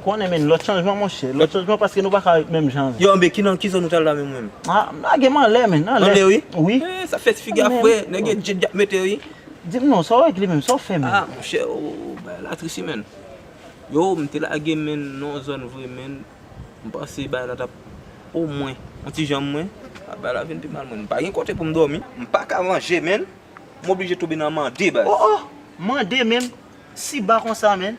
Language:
Haitian Creole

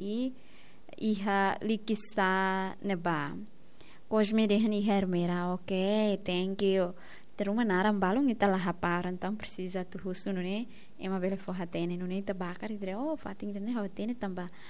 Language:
Tetum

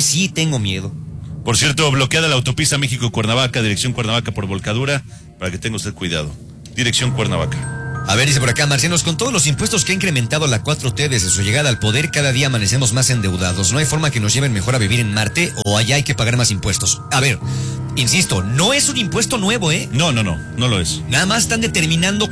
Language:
Spanish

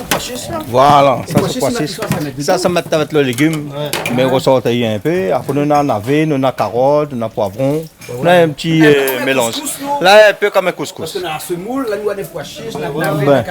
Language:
Réunion Creole French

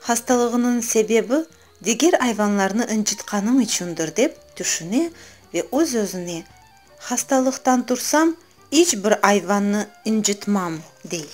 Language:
Crimean Tatar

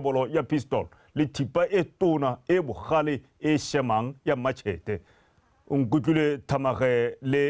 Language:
Tswana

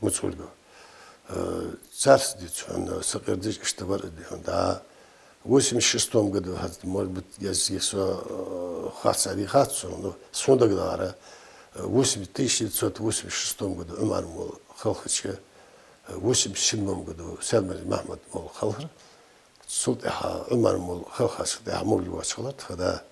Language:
Ingush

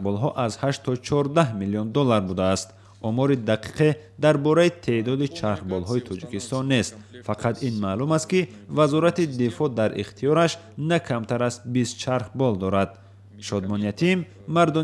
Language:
Tajik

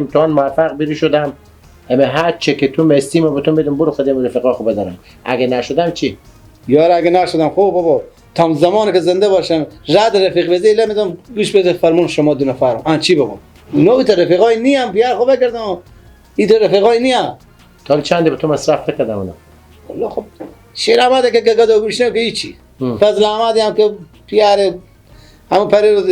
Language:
Persian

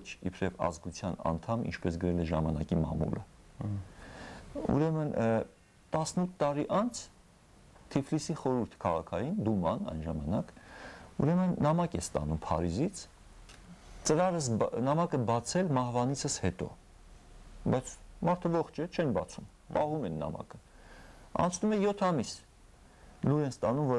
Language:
Armenian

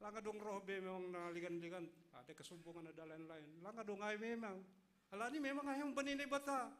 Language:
Batak Simalungun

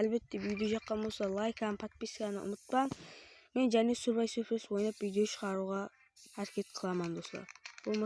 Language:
Kara-Kalpak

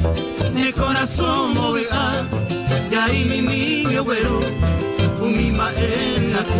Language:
Guarani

